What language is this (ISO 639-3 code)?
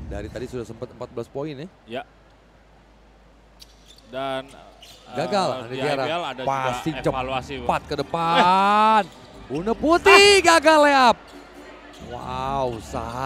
ind